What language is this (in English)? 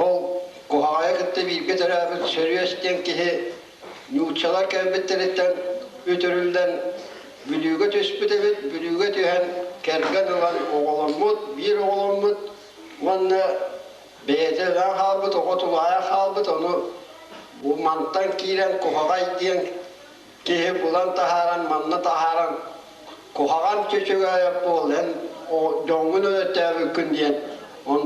Yakut